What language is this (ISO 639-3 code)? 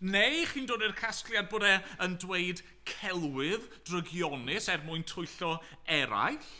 cym